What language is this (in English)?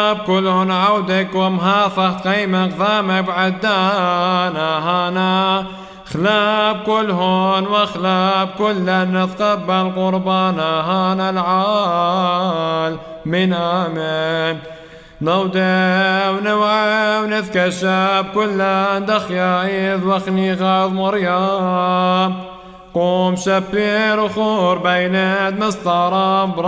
Classical Syriac